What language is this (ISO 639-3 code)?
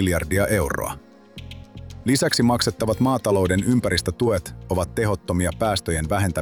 fin